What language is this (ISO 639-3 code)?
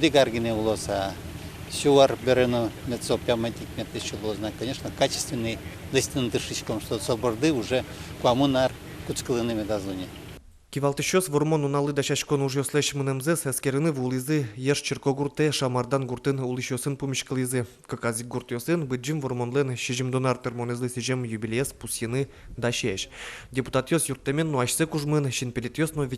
udm